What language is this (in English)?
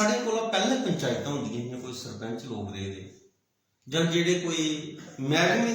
Dogri